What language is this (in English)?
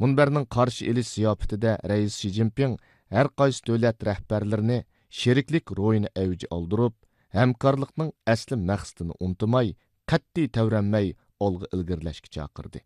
Uyghur